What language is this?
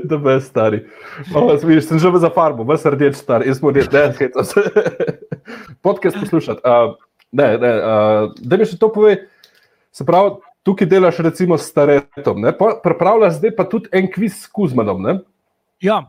Slovenian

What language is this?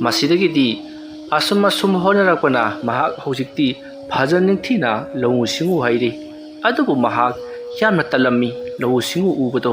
Manipuri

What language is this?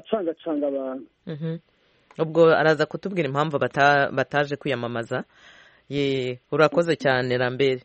Kinyarwanda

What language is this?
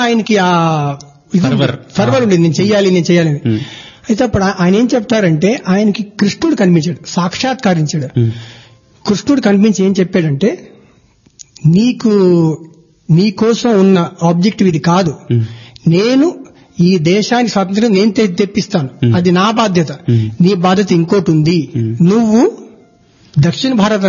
Telugu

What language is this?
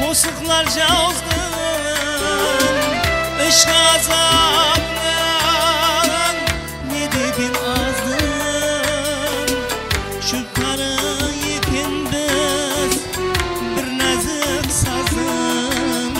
Kara-Kalpak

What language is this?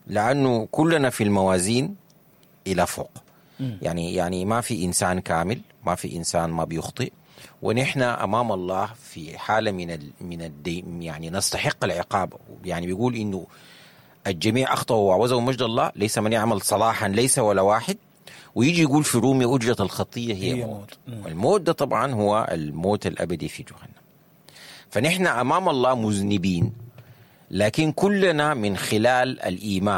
Sudanese Arabic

